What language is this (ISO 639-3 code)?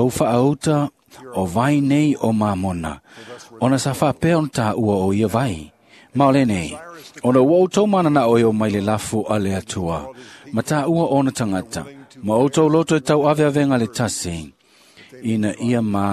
smo